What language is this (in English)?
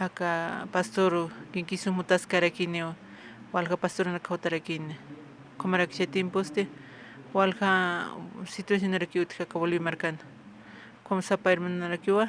Aymara